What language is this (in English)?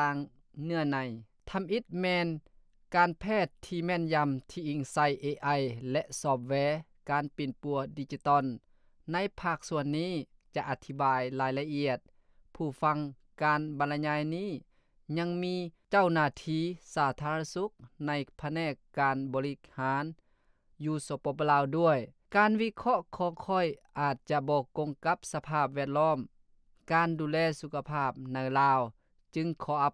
Lao